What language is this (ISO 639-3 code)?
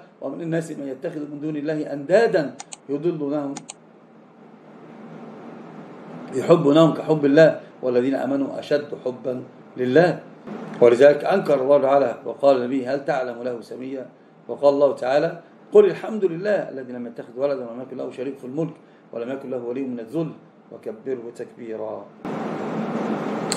ara